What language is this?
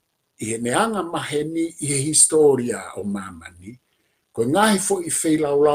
Tongan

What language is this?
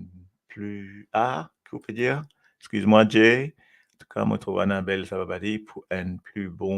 Morisyen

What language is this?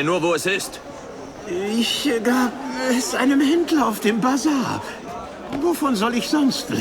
Bavarian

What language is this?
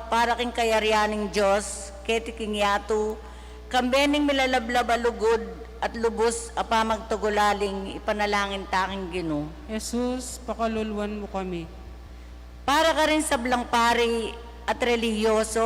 Pampanga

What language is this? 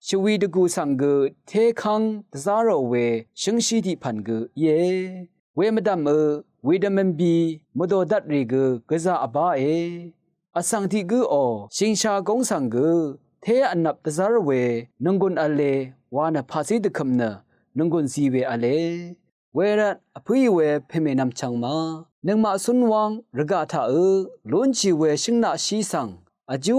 Rawang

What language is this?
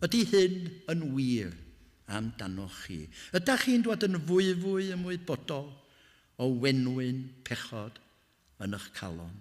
Welsh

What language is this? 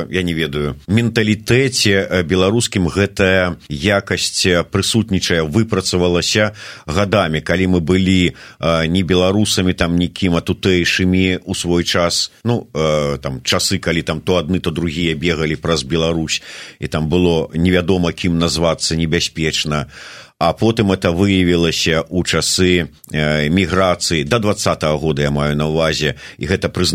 Belarusian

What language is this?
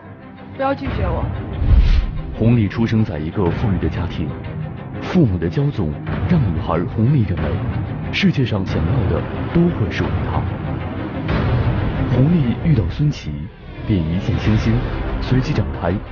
Chinese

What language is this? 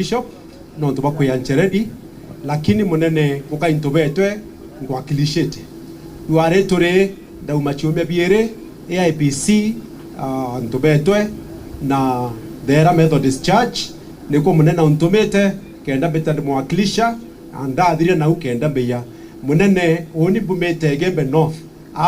Meru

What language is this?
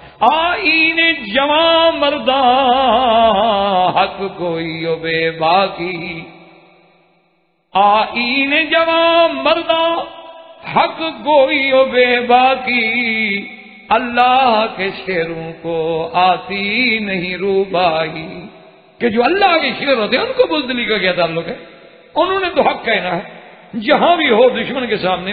Urdu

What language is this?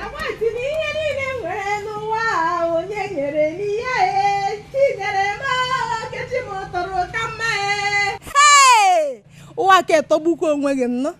Igbo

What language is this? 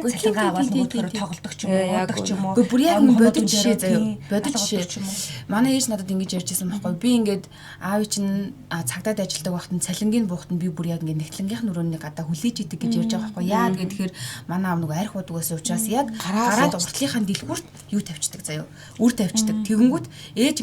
Mongolian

